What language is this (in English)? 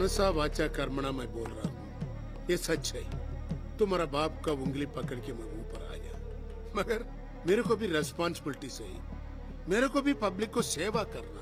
Hindi